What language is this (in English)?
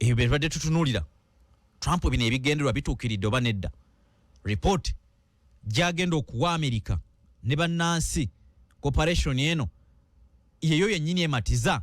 Ganda